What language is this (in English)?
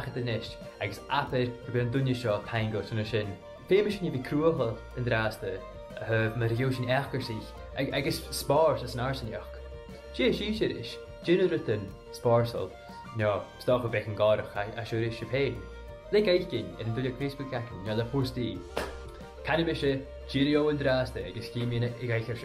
Scottish Gaelic